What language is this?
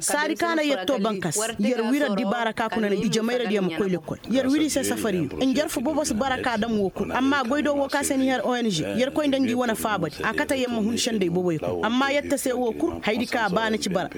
Koyraboro Senni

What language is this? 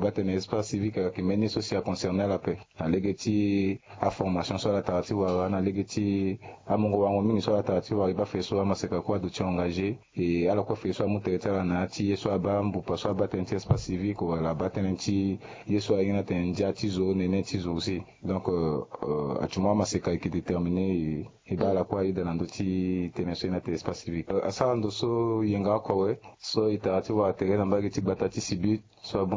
Sango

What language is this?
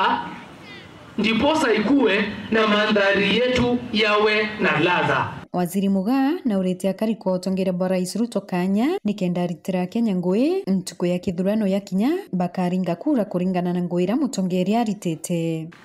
Meru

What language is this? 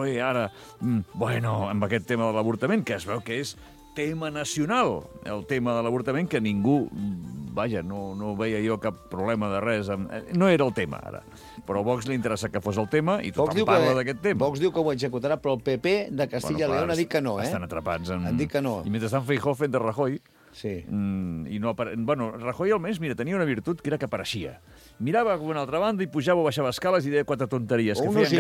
Catalan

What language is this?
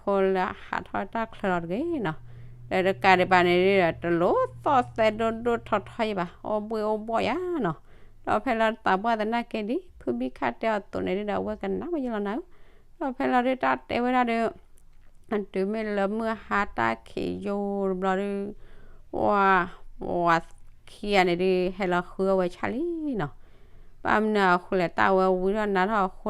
S'gaw Karen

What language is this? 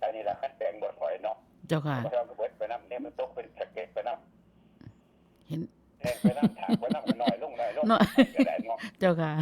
Northeastern Thai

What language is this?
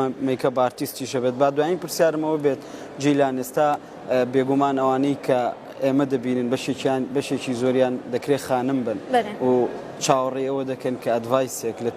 Kurdish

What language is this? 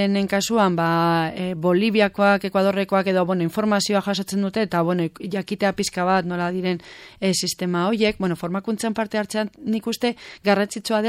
Basque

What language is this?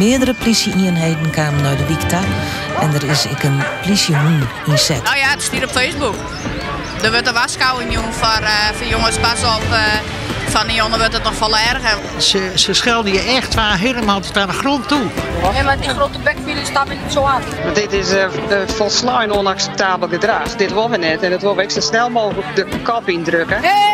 Western Frisian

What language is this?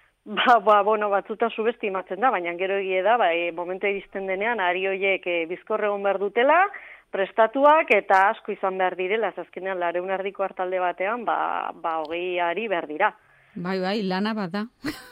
Basque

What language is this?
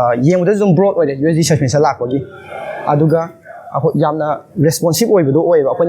Manipuri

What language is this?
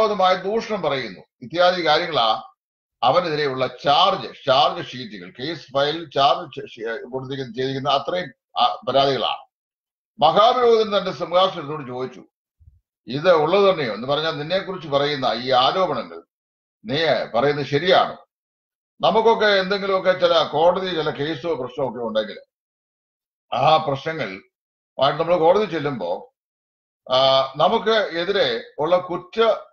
Malayalam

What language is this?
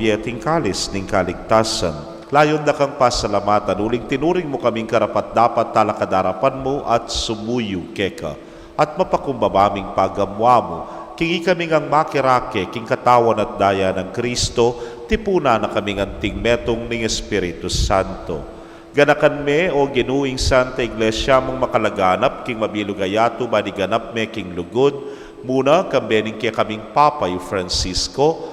Pampanga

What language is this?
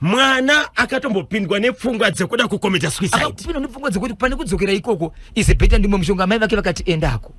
Shona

